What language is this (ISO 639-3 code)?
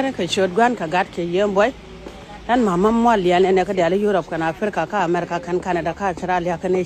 nus